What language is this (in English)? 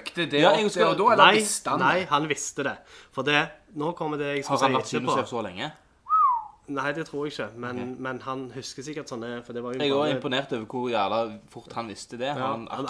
Norwegian